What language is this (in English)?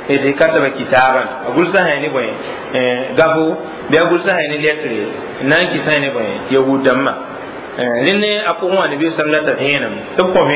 Mossi